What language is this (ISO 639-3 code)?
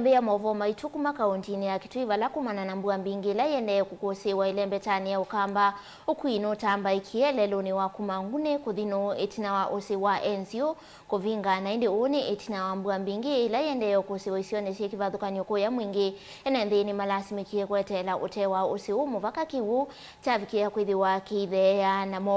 kam